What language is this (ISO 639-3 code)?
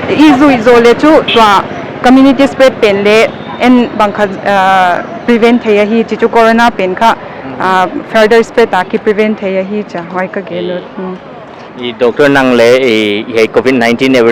pck